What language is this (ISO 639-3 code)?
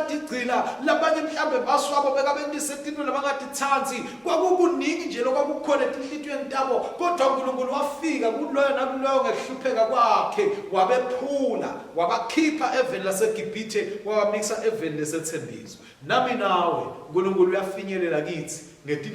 ssw